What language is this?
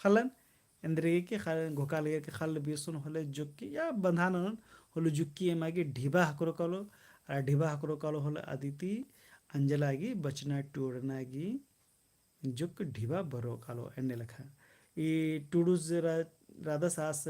Kurukh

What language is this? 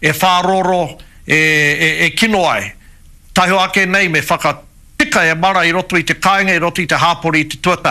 Māori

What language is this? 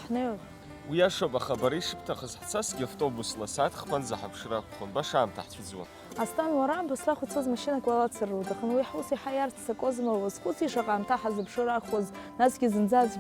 Abkhazian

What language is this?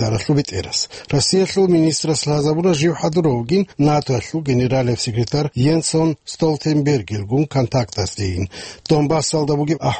Avaric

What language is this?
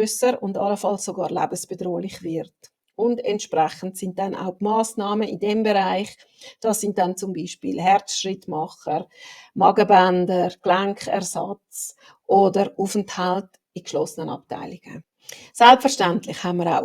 Swiss German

